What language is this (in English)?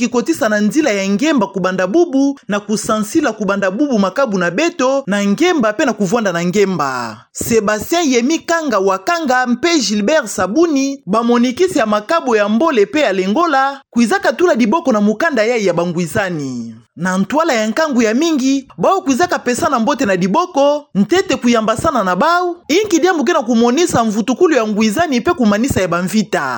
Kituba (Democratic Republic of Congo)